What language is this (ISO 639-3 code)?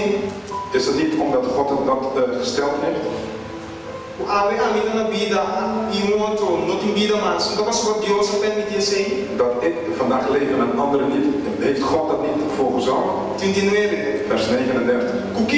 pap